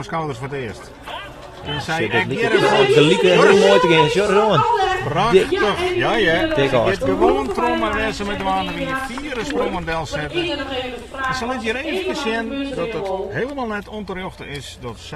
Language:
Western Frisian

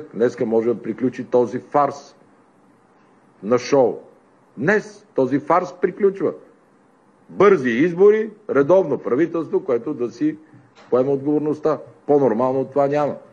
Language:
Bulgarian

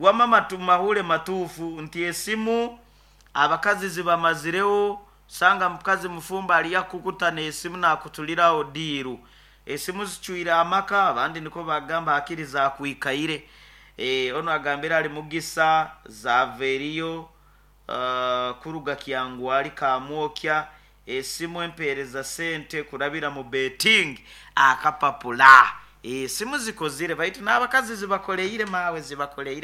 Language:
Nyoro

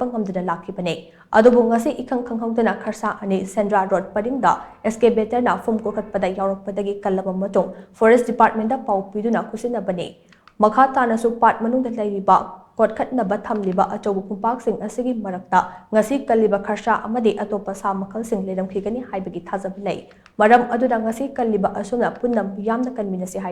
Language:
Manipuri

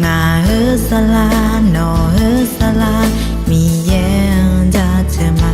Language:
Akha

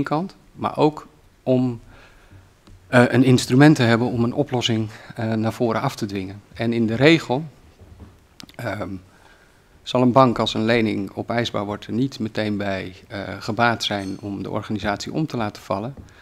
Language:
Dutch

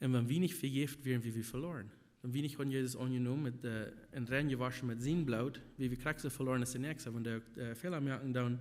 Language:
Plautdietsch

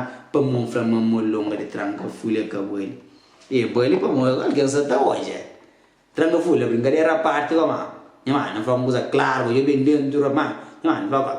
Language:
Kabuverdianu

